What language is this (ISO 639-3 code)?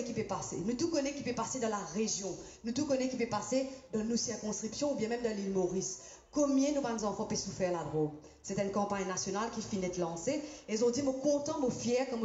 mfe